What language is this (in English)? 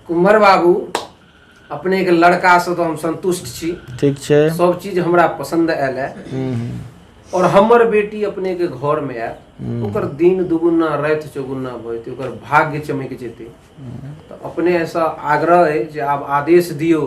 Maithili